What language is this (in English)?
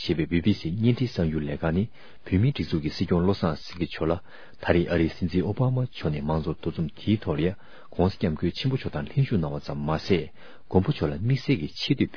Tibetan